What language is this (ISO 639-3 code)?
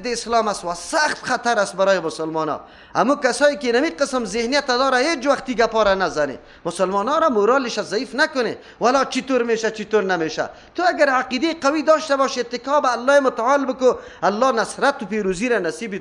fas